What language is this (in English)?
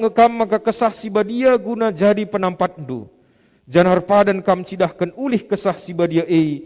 Batak Karo